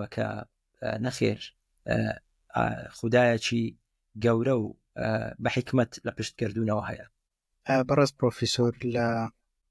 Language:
Central Kurdish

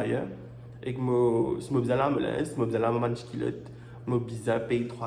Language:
Morisyen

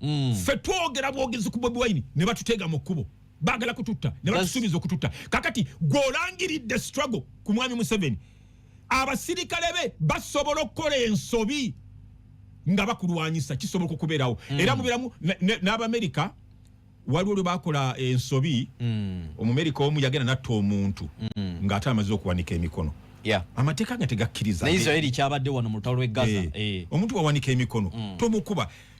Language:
Ganda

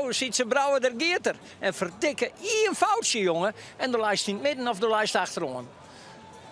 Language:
Western Frisian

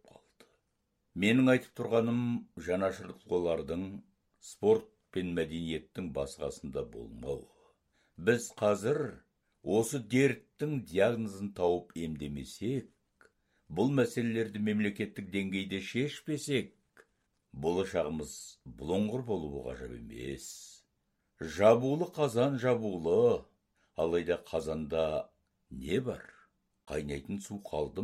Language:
Kazakh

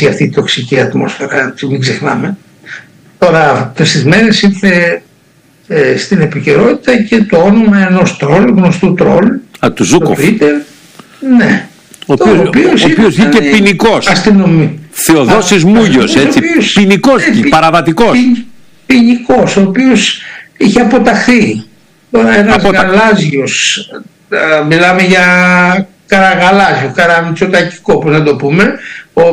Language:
Greek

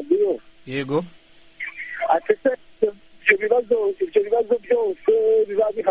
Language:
Kinyarwanda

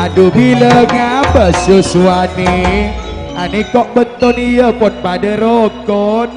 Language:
Madurese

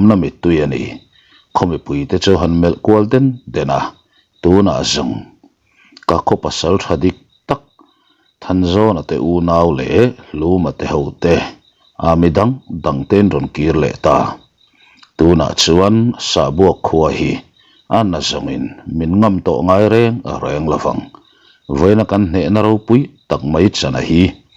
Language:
Mizo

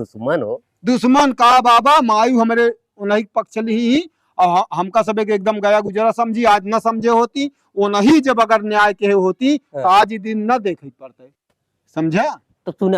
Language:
Awadhi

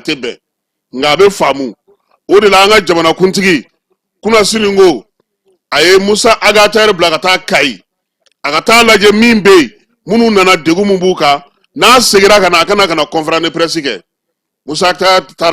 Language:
Bambara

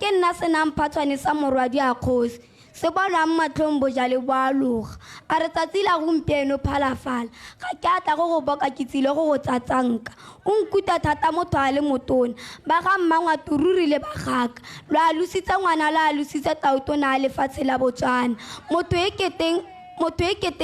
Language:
Tswana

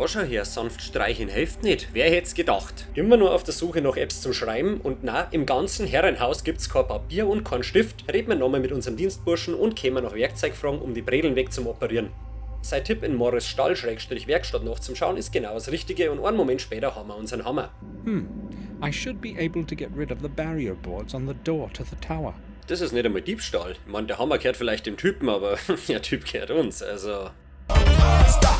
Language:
Bavarian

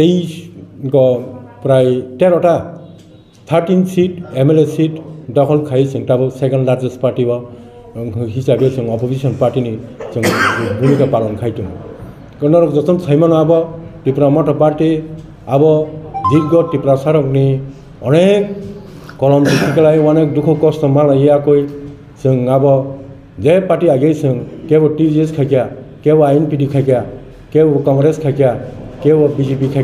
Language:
Kok Borok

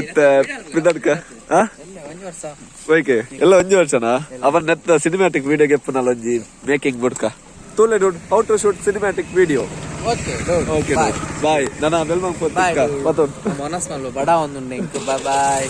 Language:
Tulu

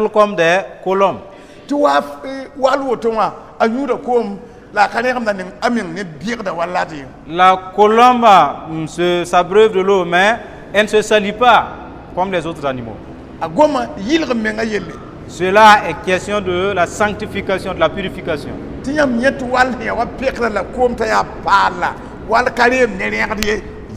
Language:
Mossi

